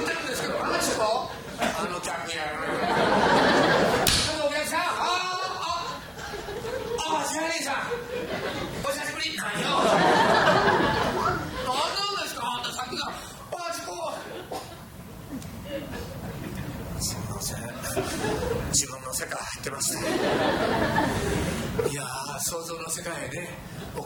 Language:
Japanese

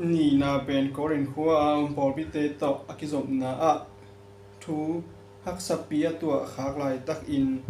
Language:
Tedim Chin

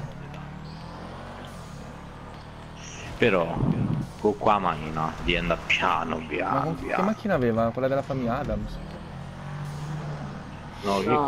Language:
Italian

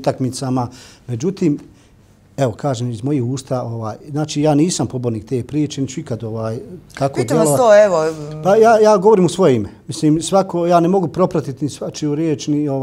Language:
Bosnian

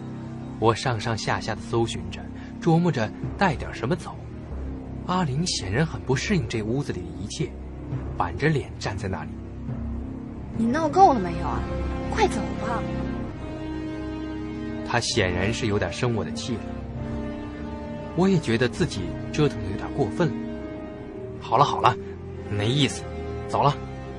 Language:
Chinese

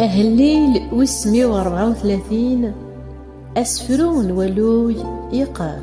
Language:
Kabyle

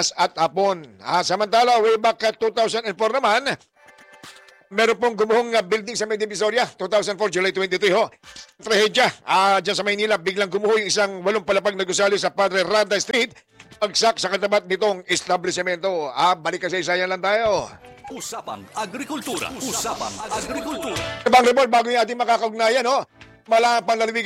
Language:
Filipino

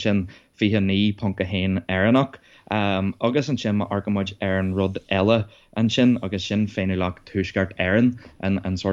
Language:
Irish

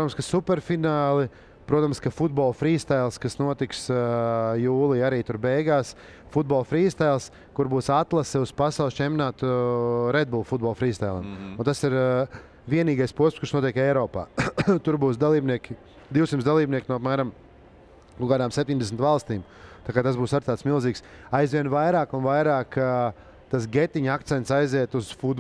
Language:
Latvian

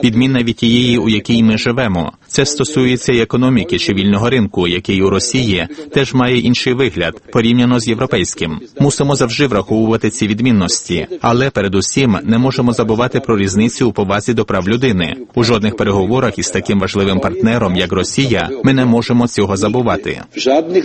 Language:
Ukrainian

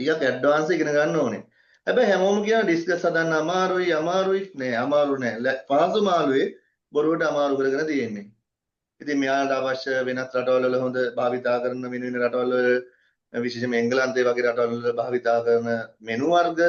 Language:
Sinhala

